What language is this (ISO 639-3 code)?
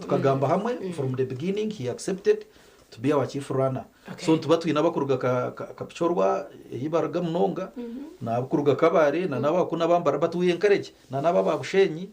nyn